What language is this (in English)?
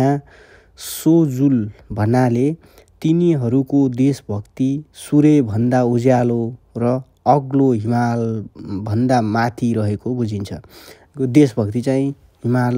Nepali